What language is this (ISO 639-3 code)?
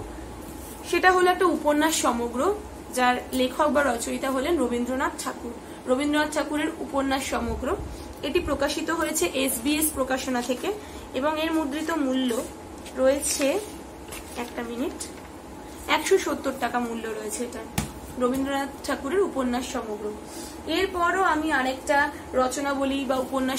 ben